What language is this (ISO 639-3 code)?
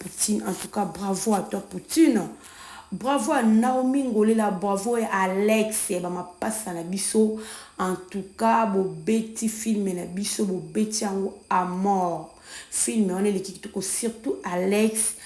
lin